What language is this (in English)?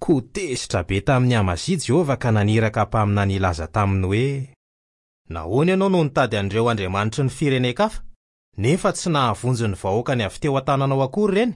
Malagasy